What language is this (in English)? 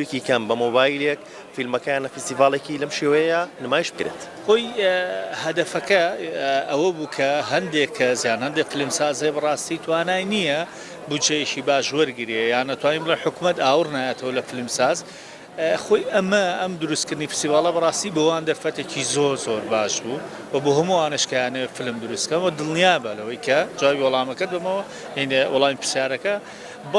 Central Kurdish